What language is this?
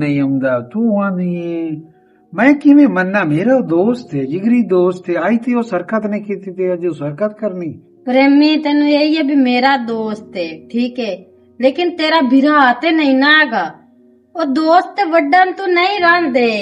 Western Panjabi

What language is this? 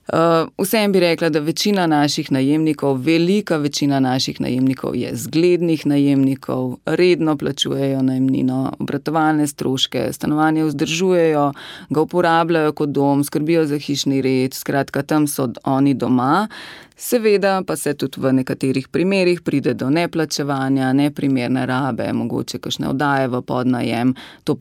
Slovenian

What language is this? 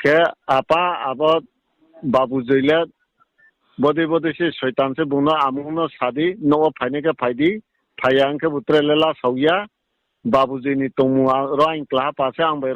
Riang (India)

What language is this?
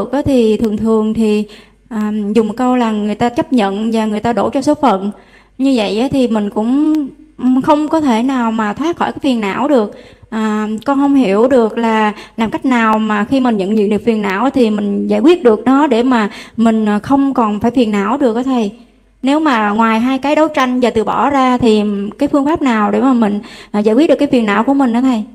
Vietnamese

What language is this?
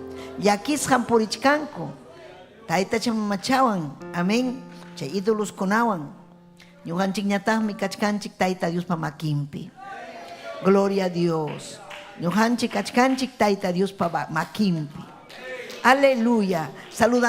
Ayacucho Quechua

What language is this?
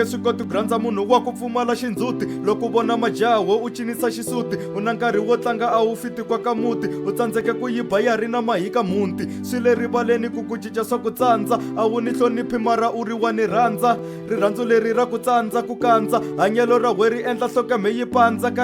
Tsonga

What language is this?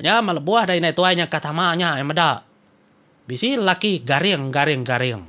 Iban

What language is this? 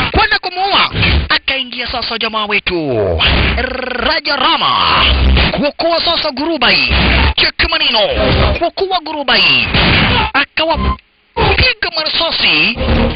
Swahili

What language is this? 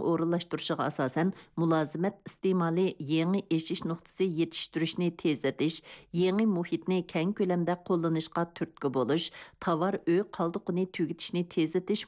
Uyghur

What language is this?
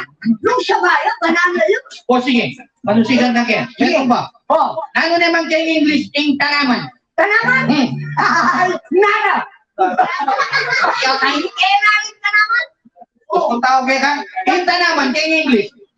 Pampanga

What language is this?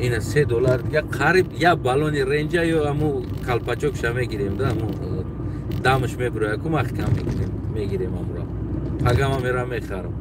Tajik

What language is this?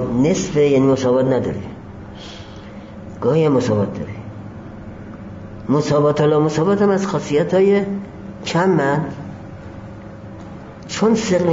Persian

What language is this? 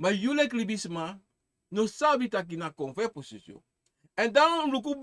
Sranan Tongo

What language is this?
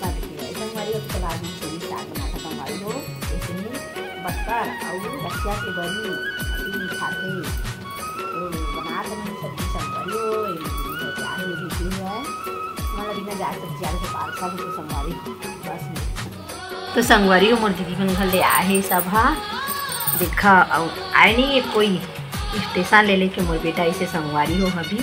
Chhattisgarhi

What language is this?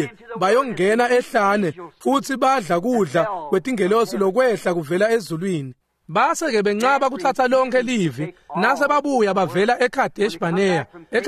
Swati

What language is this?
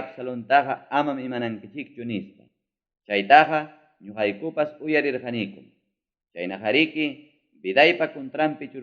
Ayacucho Quechua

